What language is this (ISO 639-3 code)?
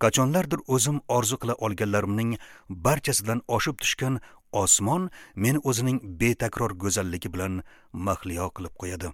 uzb